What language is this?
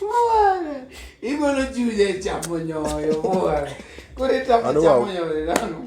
Luo (Kenya and Tanzania)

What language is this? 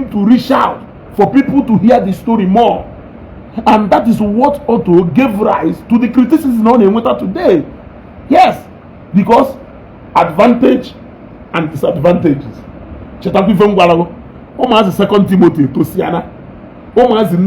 Igbo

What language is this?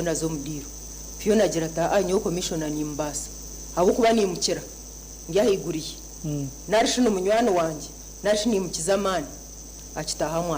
Nyankole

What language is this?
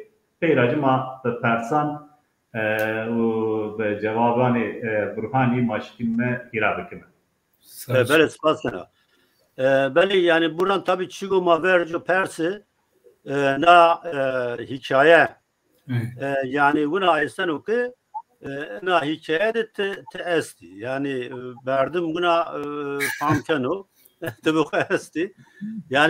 Zaza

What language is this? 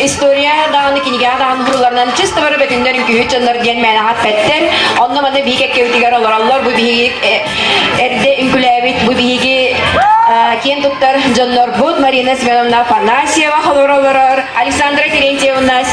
Yakut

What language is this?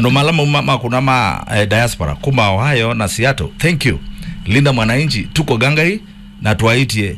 Kamba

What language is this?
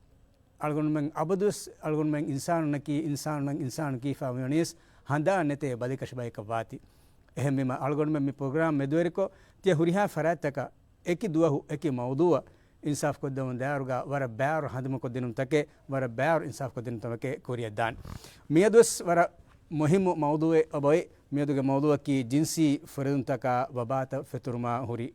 Divehi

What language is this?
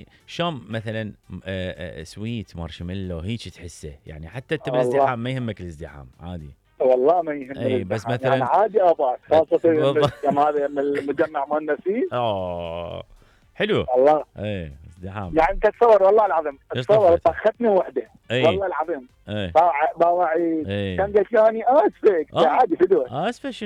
Mesopotamian Arabic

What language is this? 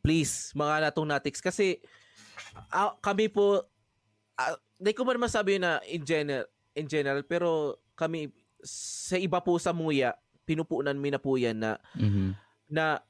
Bikol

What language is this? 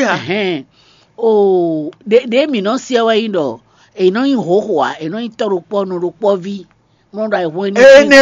Fon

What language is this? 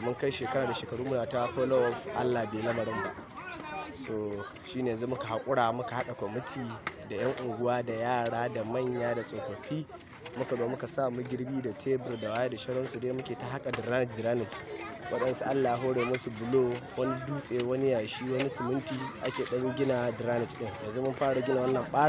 Hausa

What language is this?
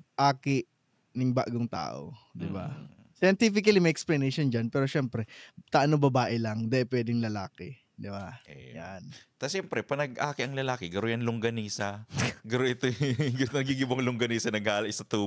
Bikol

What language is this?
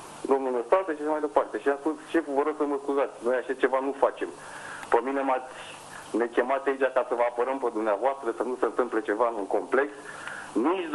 Romanian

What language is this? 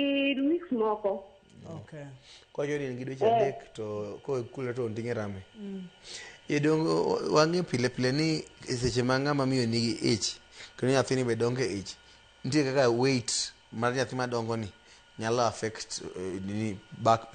Luo (Kenya and Tanzania)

